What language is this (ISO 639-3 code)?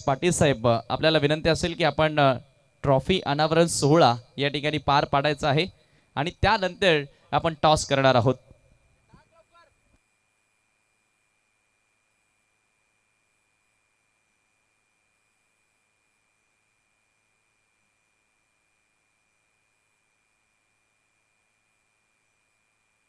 mar